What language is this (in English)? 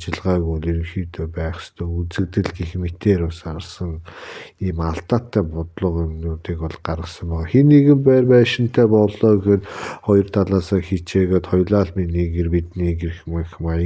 Mongolian